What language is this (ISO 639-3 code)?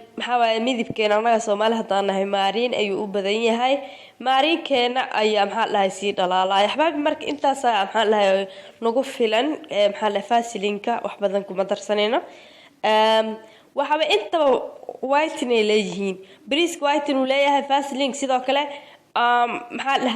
som